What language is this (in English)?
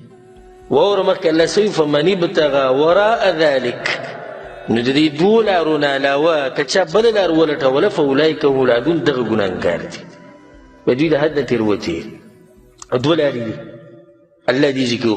Pashto